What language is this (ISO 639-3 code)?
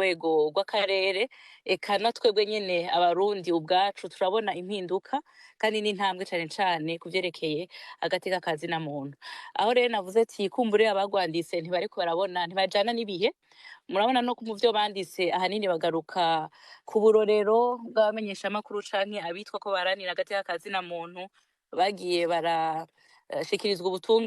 run